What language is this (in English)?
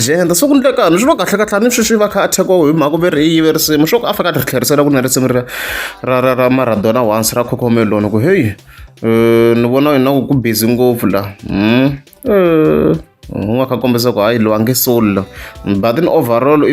Tsonga